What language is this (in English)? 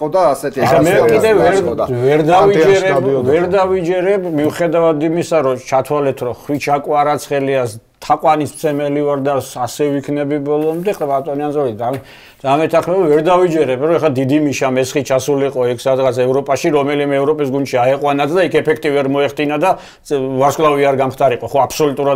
Georgian